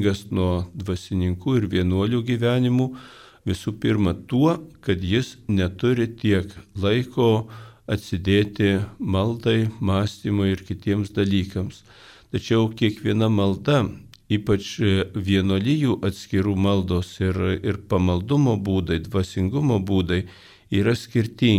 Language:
Lithuanian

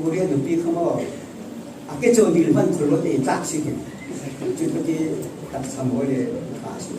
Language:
Falam Chin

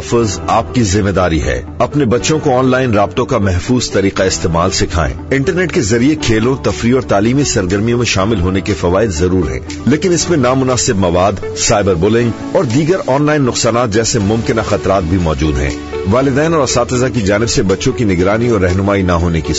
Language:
Urdu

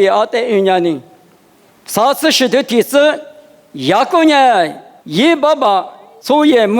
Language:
Lisu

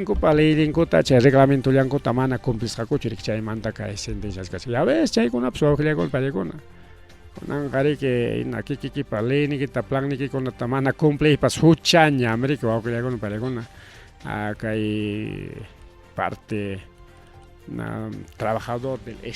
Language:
Ayacucho Quechua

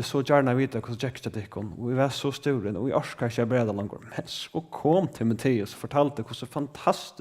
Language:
Faroese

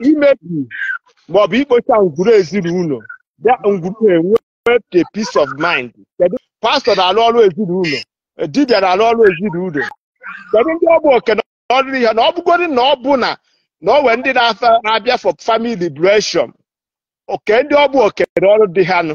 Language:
Igbo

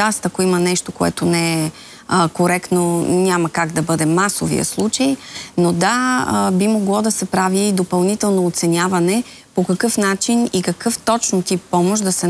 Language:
Bulgarian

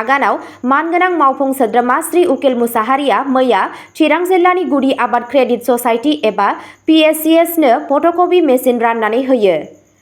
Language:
Bodo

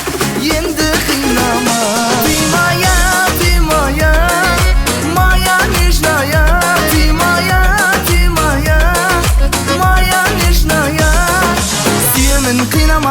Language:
Kazakh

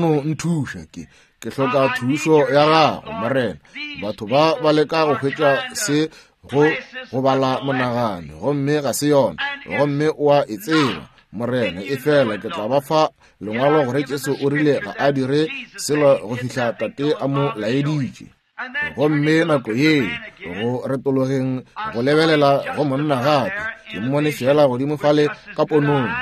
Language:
Northern Sotho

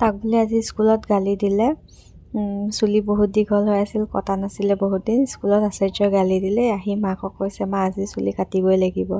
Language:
Assamese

